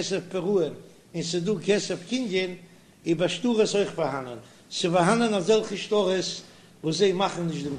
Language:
Yiddish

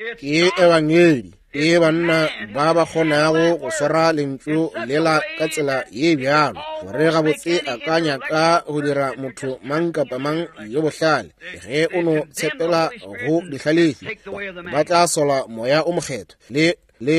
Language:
Northern Sotho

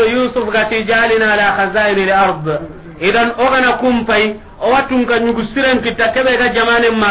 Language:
Soninke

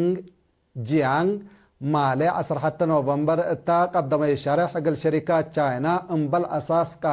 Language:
Tigre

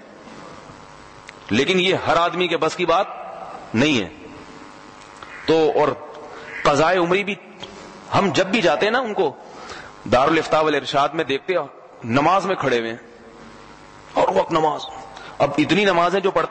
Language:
Urdu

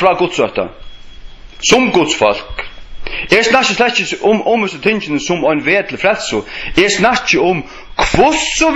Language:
Faroese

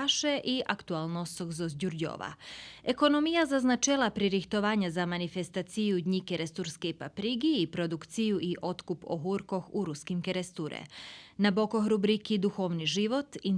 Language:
Rusyn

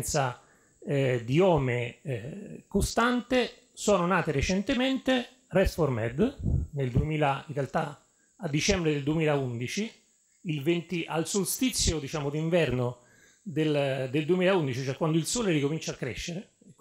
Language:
Italian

